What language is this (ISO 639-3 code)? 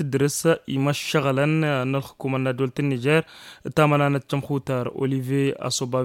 taq